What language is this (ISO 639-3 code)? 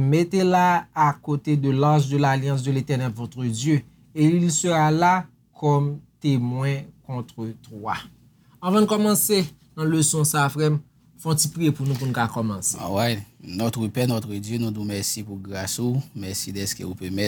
hat